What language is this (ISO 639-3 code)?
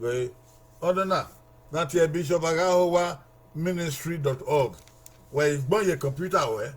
bin